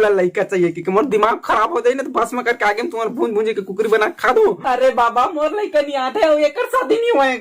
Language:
Chhattisgarhi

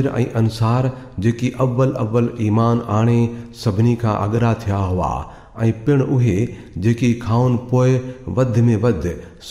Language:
Sindhi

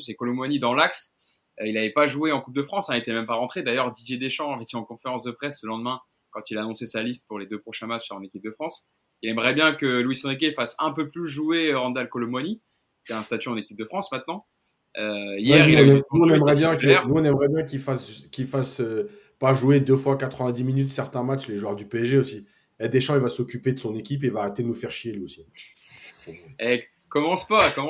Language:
French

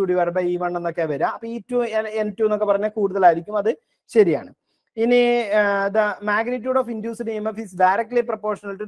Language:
Malayalam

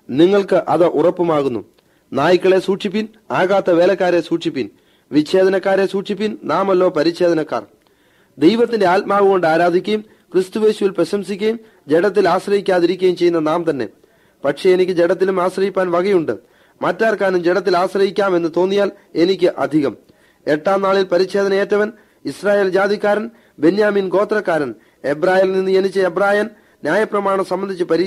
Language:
Malayalam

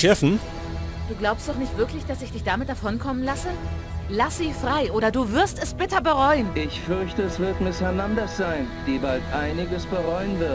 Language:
Bavarian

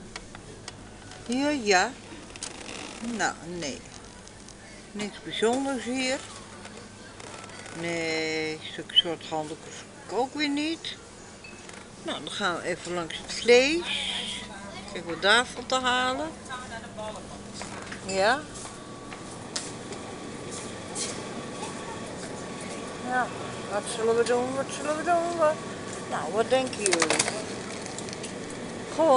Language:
Dutch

